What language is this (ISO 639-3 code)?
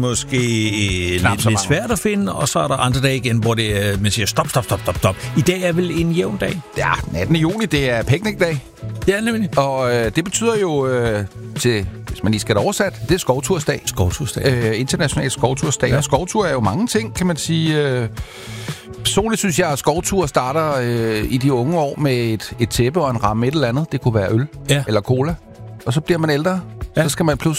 dan